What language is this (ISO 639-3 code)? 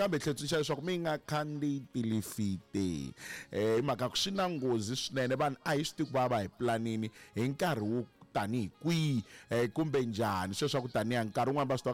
tso